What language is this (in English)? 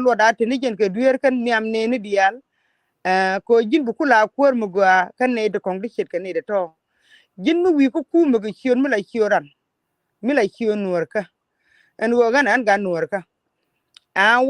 Nuer